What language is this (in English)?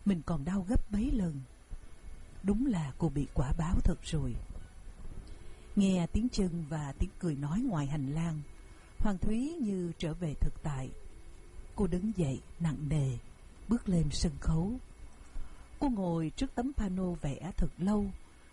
Vietnamese